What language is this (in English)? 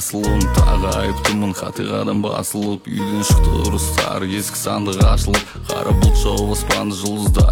Kazakh